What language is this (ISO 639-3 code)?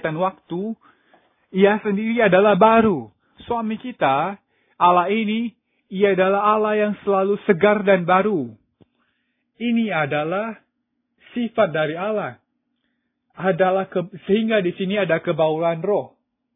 ind